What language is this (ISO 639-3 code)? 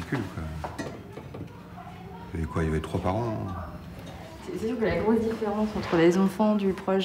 fra